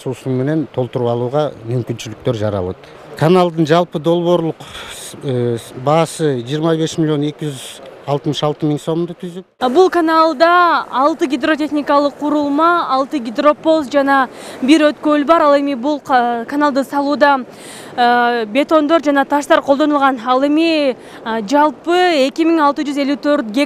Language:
Kyrgyz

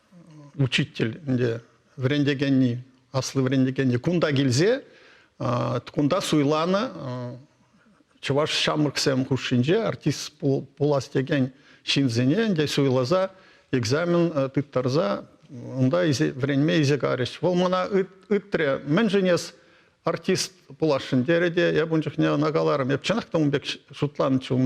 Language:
Chuvash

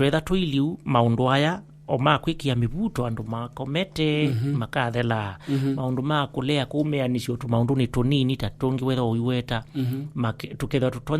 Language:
Kamba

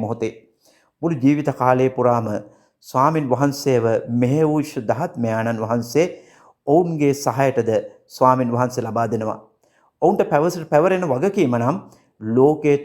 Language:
Sinhala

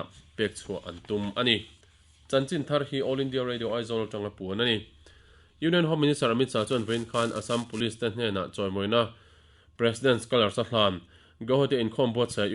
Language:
Mizo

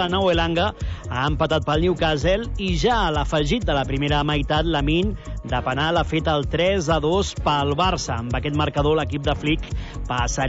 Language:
Catalan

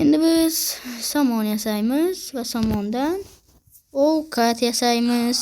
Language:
Uzbek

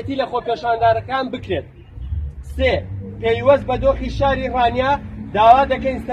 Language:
Central Kurdish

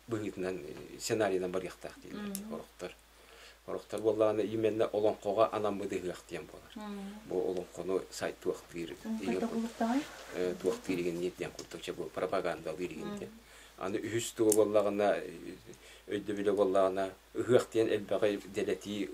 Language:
Yakut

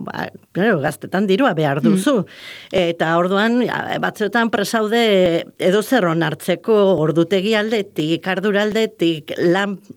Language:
Basque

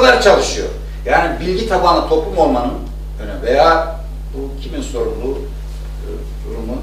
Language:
Turkish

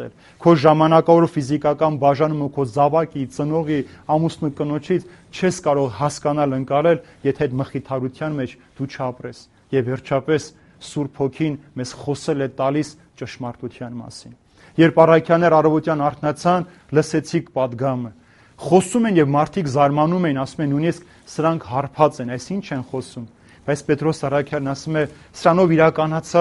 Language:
Armenian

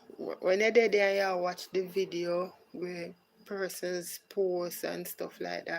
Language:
Jamaican Creole English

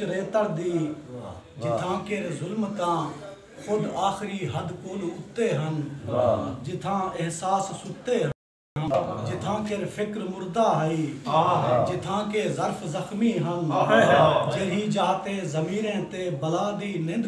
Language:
Saraiki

